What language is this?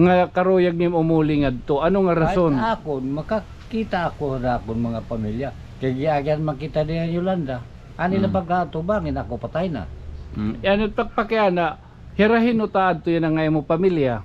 Waray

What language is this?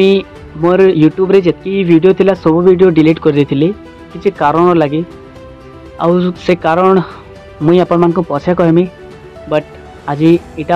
Sambalpuri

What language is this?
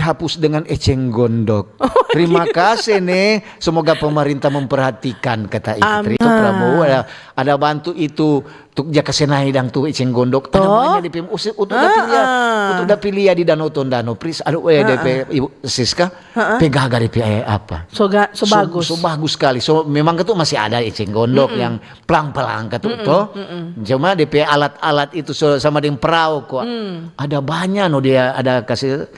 Manado Malay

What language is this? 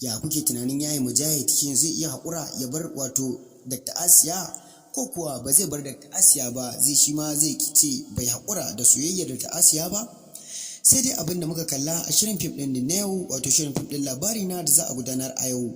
Hausa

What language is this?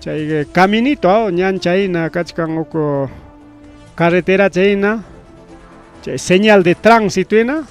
Ayacucho Quechua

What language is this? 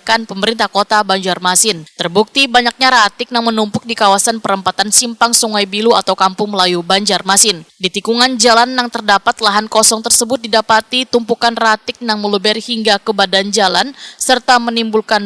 Banjar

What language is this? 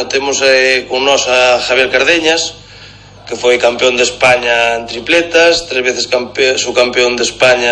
Galician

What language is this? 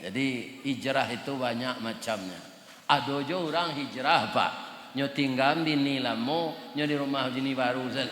Minangkabau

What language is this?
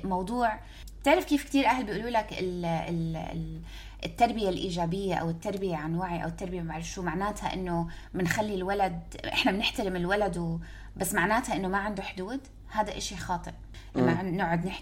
North Levantine Arabic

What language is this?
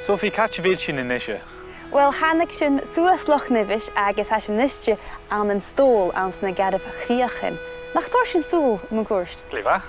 Scottish Gaelic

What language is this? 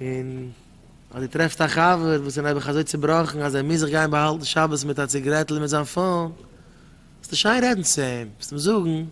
Yiddish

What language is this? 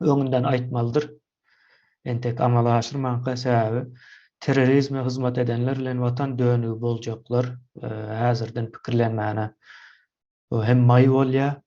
Turkmen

